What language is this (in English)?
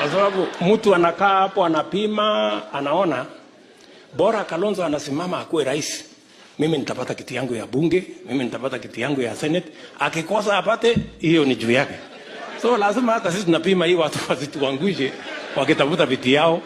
Swahili